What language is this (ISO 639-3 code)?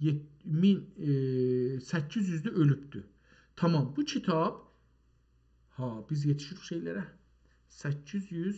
azb